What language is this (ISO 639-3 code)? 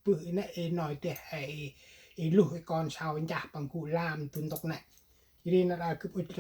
cmo